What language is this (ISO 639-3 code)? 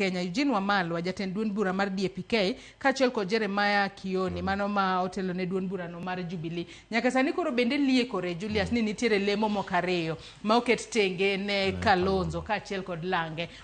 luo